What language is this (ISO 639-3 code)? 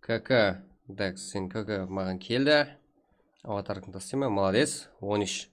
kaa